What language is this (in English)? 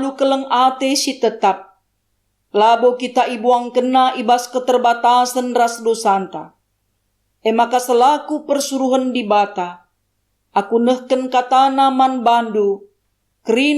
Batak Karo